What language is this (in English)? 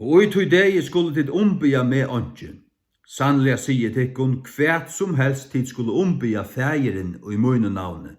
Faroese